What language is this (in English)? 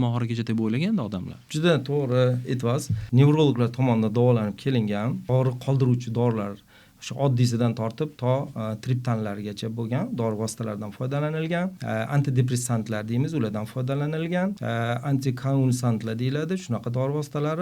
Uzbek